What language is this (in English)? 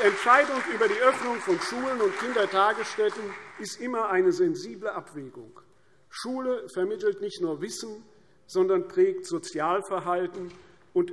German